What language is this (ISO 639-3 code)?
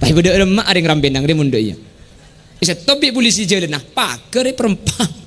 mad